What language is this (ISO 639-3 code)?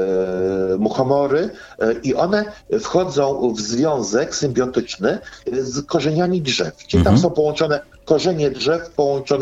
pol